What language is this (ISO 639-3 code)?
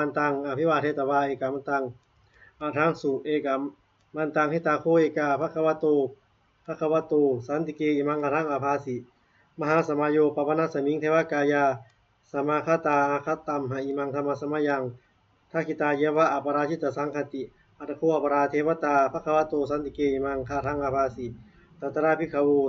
pli